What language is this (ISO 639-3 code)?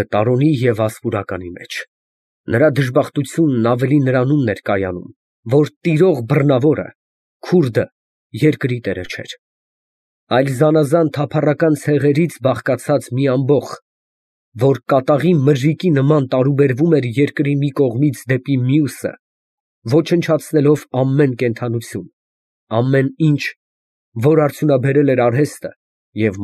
hye